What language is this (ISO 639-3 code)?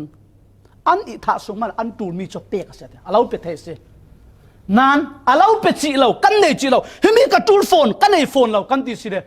cfm